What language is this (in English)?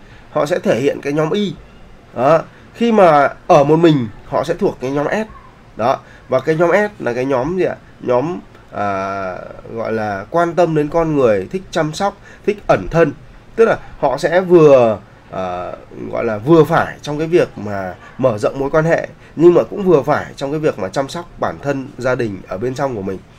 Vietnamese